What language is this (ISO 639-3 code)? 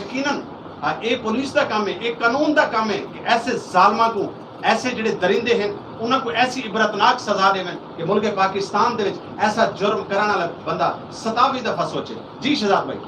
skr